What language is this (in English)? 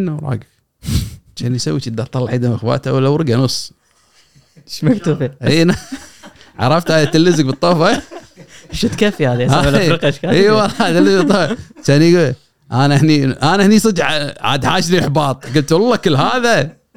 Gulf Arabic